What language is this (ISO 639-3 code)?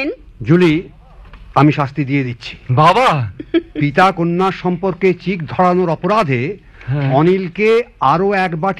ben